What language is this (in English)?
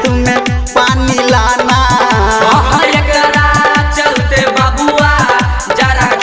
Maithili